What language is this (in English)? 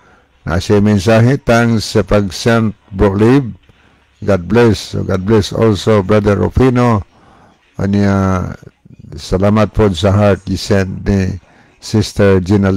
Cebuano